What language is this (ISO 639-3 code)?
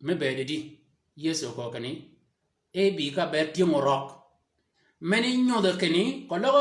shk